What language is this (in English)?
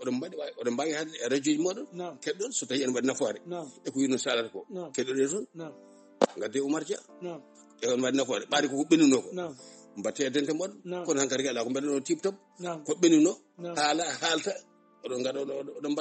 Fula